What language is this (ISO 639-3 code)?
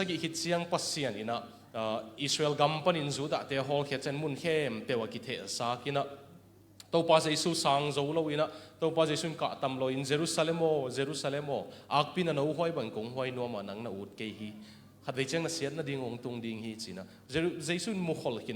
ctd